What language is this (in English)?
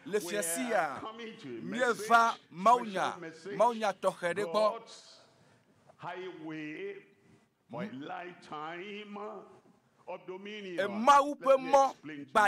Ewe